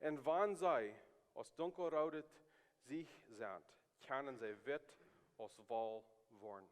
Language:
Plautdietsch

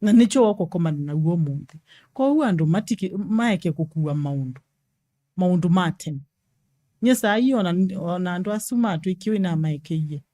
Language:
Kamba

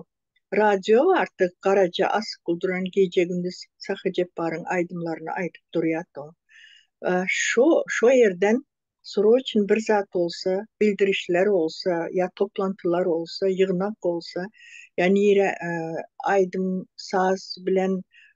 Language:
Turkmen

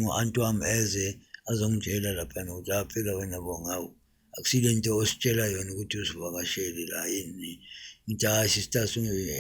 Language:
Zulu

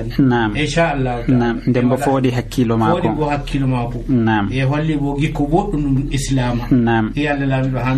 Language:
Nigerian Fulfulde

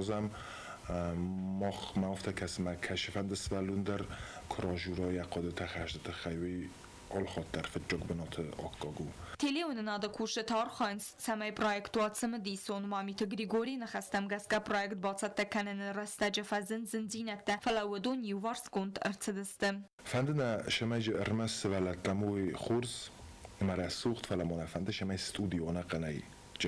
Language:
Ossetic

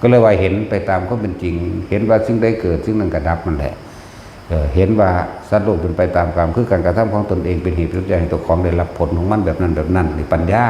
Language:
Northeastern Thai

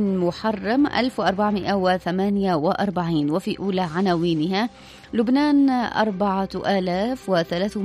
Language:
Arabic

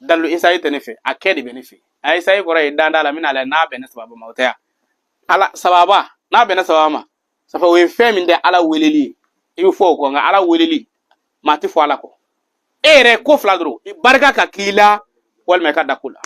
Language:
Bambara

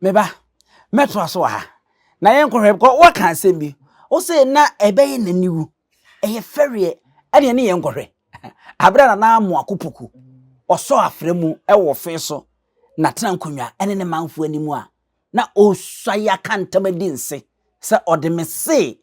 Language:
Akan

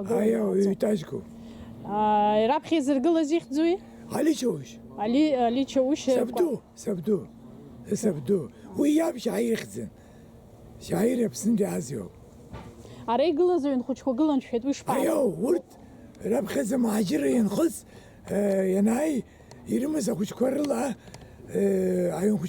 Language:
Abkhazian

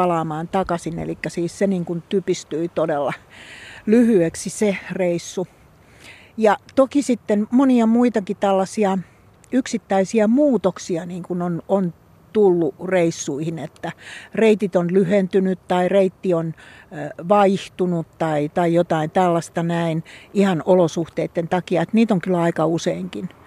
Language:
Finnish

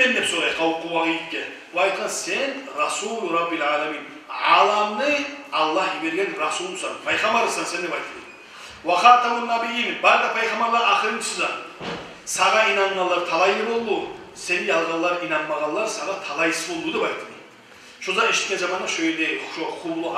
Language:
Kumyk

